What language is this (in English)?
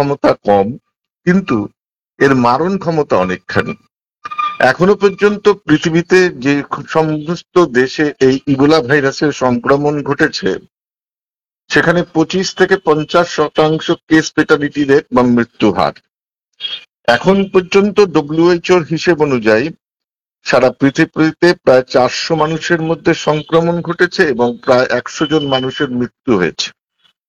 Bangla